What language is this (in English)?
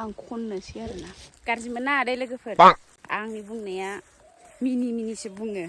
Bodo